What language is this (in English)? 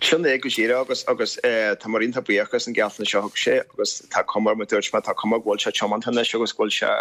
Irish